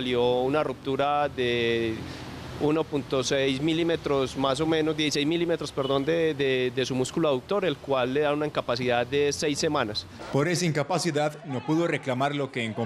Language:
Spanish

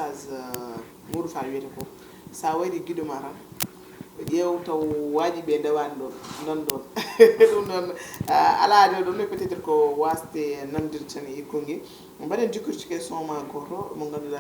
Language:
Fula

